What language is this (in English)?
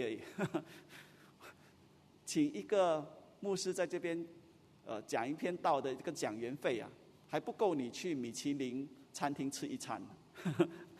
Chinese